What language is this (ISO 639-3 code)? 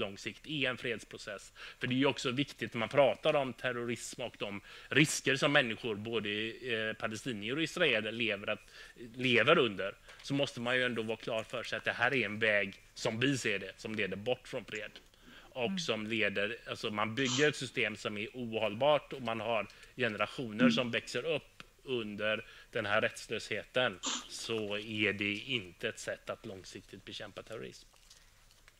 swe